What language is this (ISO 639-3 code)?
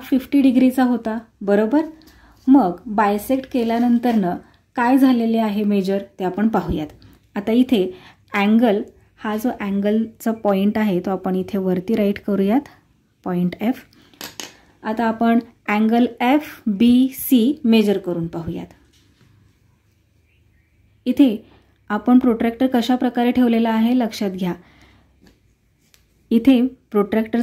mar